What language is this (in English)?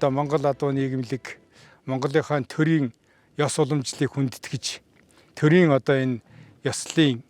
Mongolian